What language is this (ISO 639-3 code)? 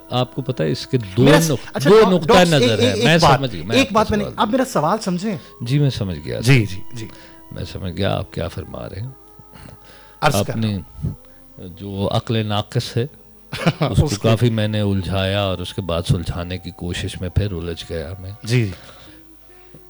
urd